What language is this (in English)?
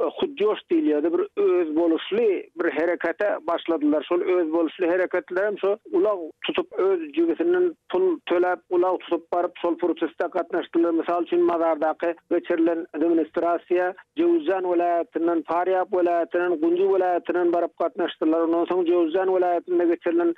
Turkmen